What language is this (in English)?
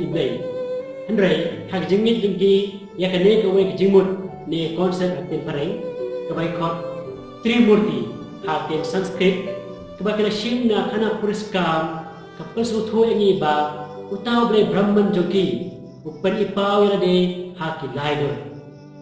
Khasi